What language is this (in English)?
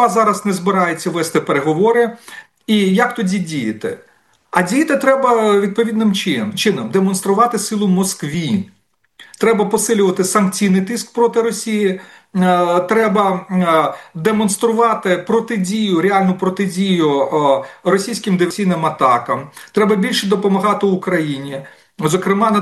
Ukrainian